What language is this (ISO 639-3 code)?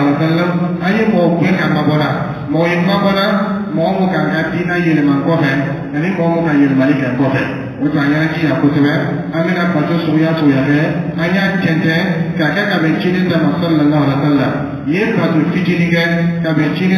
dyu